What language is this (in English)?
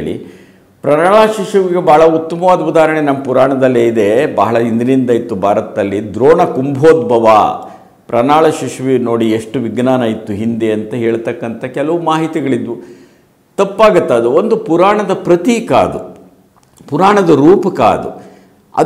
Kannada